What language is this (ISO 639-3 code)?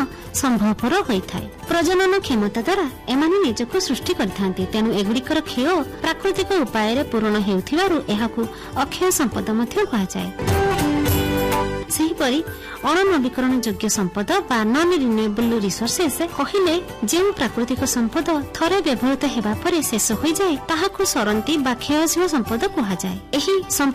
ori